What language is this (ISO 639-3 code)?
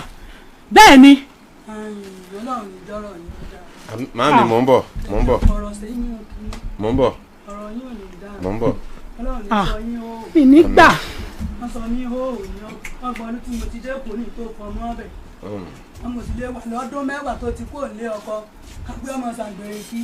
yor